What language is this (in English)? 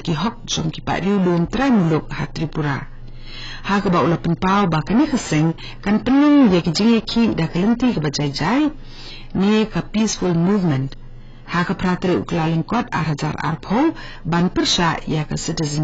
Khasi